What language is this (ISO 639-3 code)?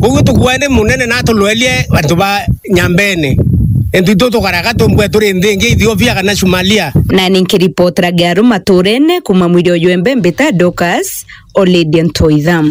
mer